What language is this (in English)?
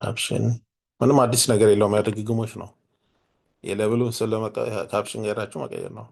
Amharic